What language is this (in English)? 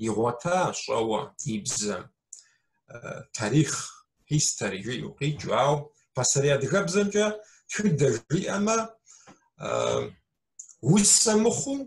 Kabardian